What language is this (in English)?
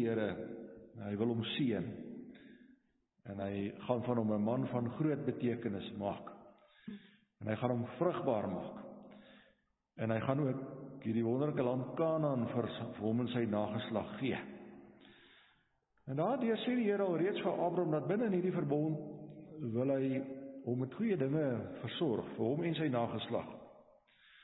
Afrikaans